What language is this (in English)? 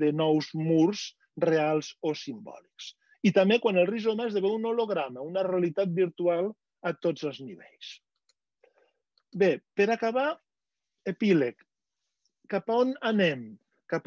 Catalan